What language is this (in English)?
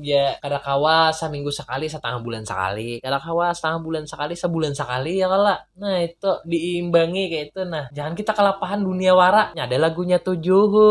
Banjar